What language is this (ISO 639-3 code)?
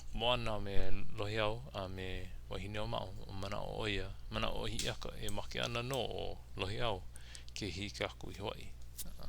haw